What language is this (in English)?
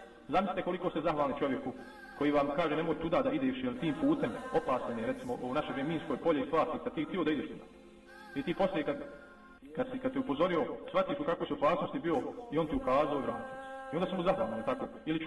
Bosnian